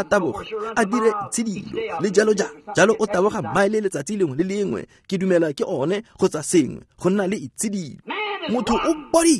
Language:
Tswana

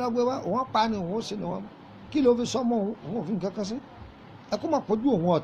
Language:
Yoruba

